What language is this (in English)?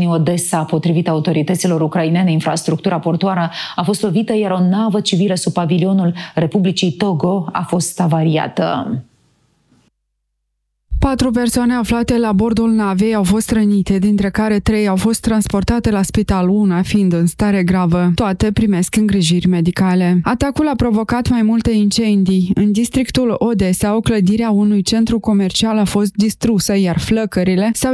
Romanian